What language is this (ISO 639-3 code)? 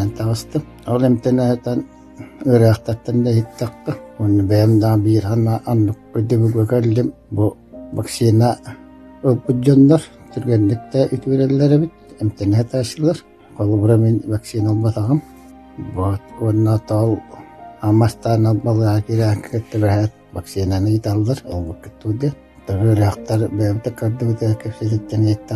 sah